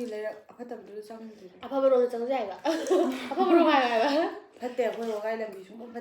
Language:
Manipuri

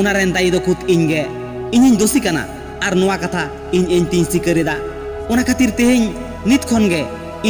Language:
Santali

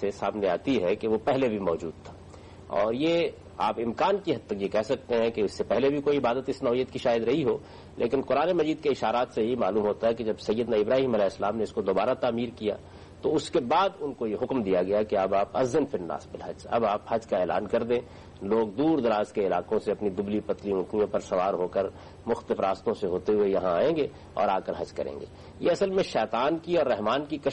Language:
Urdu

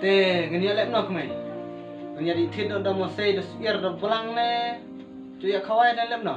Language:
Khasi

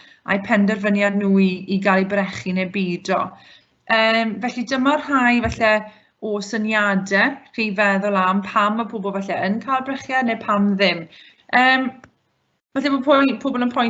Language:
Welsh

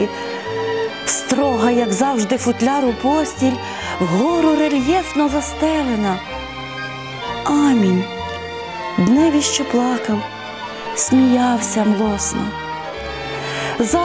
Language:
Ukrainian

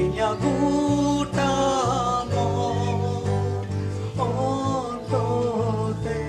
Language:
Santali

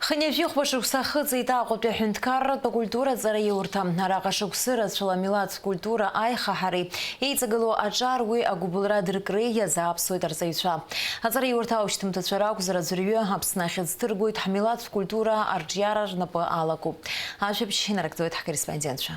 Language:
Abkhazian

